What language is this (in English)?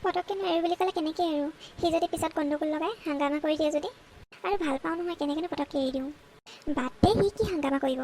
Assamese